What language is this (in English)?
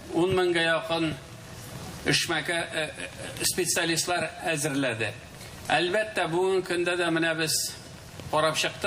Tatar